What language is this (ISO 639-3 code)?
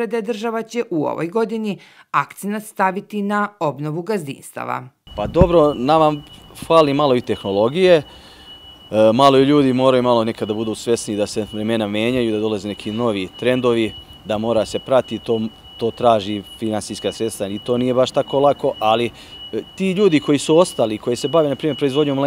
srp